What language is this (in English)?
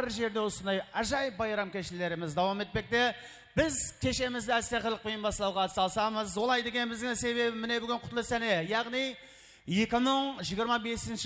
Kara-Kalpak